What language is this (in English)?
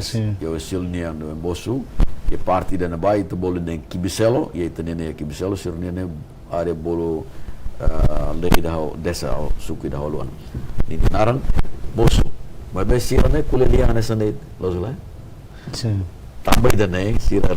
Tetum